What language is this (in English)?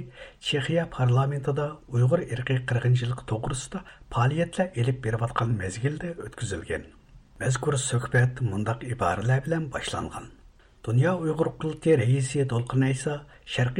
Uyghur